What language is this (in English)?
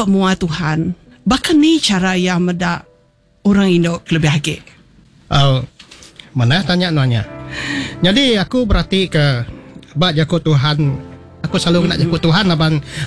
Iban